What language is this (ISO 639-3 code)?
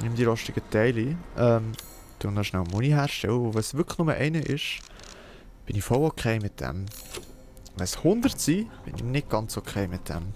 gsw